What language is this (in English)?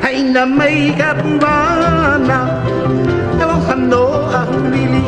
Hawaiian